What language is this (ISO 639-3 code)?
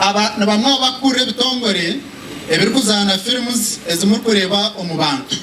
nyn